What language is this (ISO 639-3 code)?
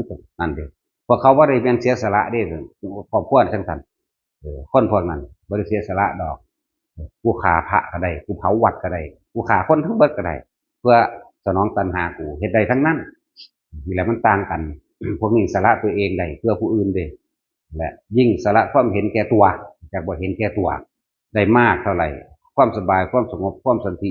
tts